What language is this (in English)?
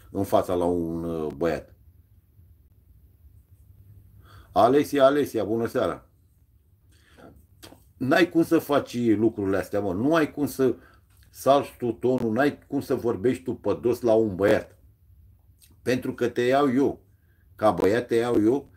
Romanian